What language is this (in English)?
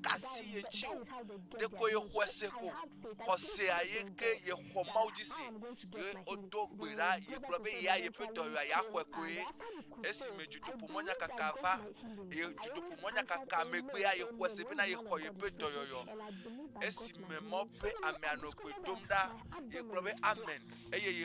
Ewe